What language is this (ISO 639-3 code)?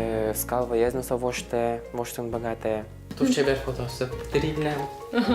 udm